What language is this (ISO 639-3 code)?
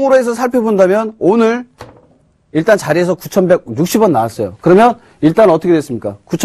kor